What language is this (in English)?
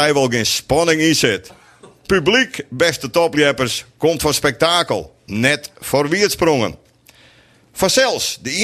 Western Frisian